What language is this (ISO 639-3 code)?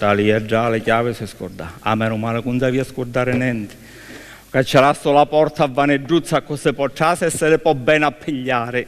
scn